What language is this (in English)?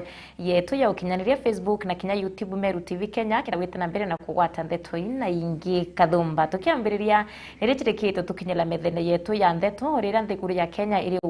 Meru